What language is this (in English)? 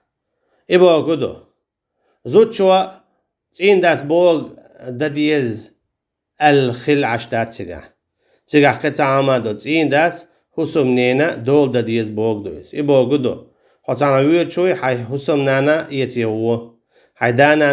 Chechen